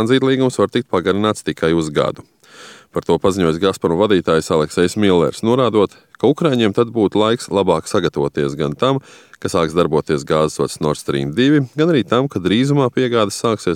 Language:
Latvian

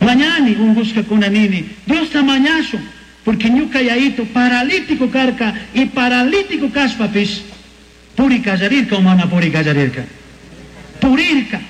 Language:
Chimborazo Highland Quichua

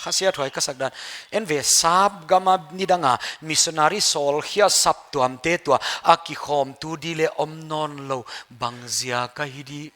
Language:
Paite Chin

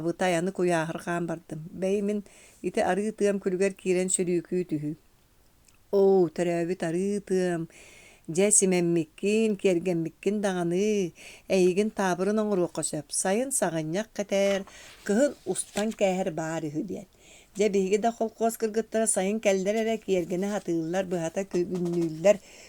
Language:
Yakut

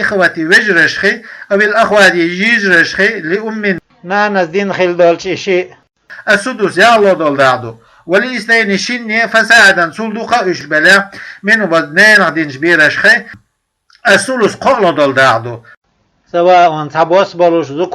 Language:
Chechen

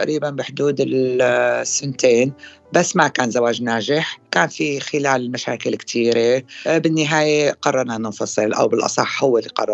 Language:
North Levantine Arabic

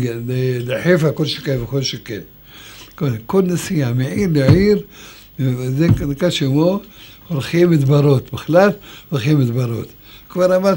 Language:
Hebrew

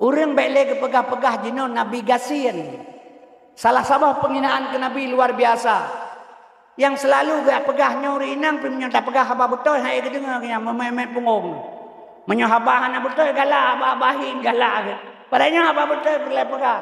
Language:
Achinese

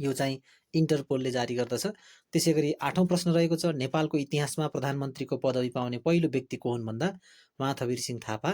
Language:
Nepali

